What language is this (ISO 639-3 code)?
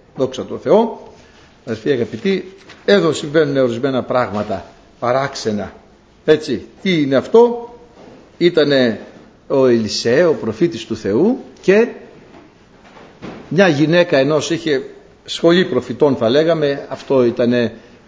ell